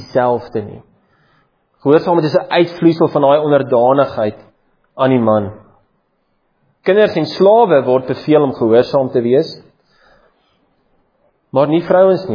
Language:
Afrikaans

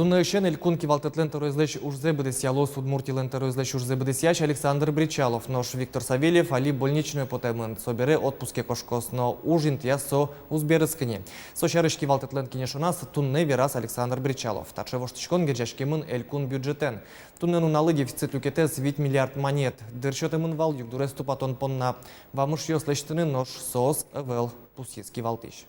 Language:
Udmurt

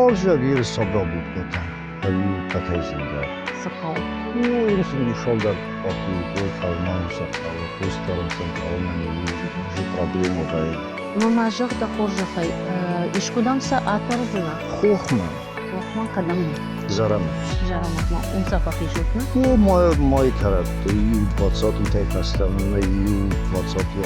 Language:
Ossetic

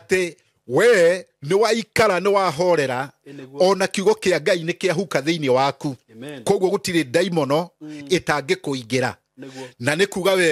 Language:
Kikuyu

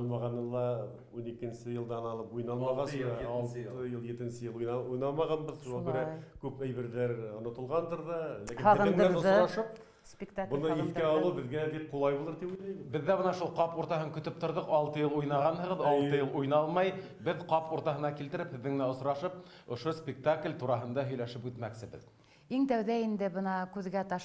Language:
Bashkir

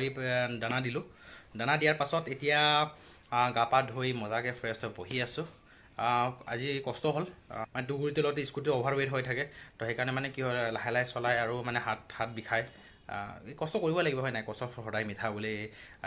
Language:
Assamese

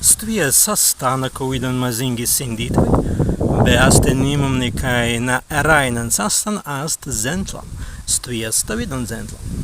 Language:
Prussian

